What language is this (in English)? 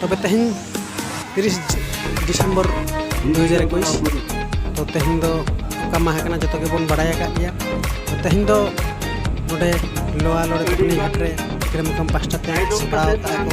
Santali